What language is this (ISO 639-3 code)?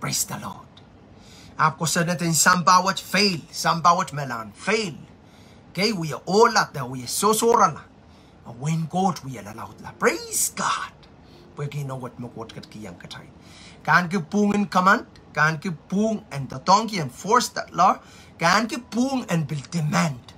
pon